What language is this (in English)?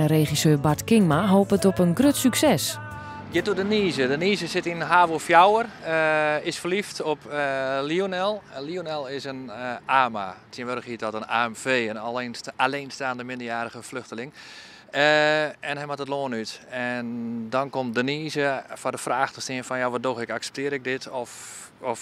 Western Frisian